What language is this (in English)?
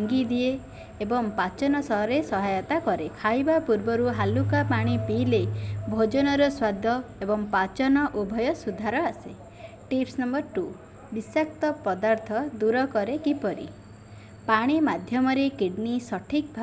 Odia